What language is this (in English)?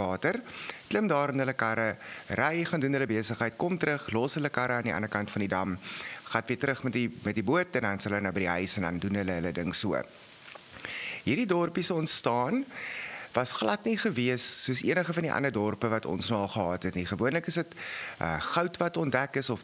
Afrikaans